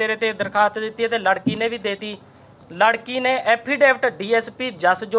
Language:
Punjabi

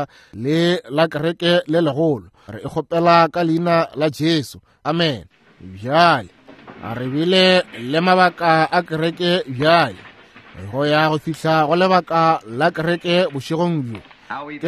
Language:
Northern Sotho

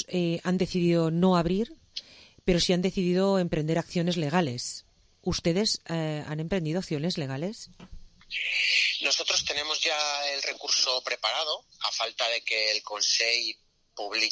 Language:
Spanish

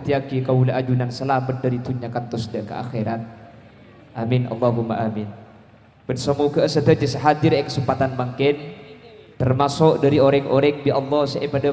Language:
Madurese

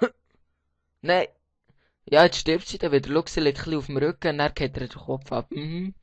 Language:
Swiss German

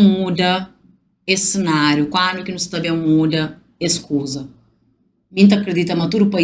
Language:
Kabuverdianu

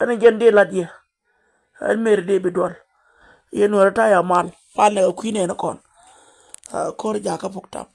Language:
Nuer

